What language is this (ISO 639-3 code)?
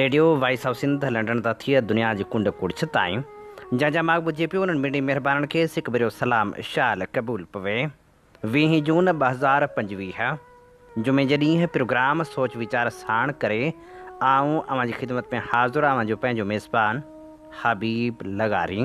snd